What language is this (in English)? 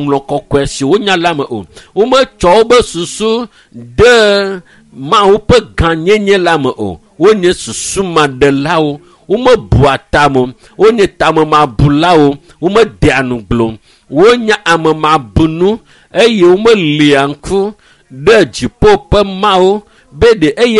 Ewe